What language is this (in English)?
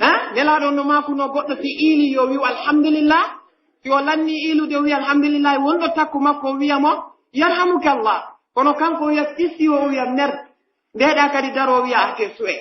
Pular